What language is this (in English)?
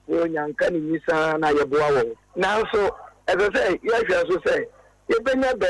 Akan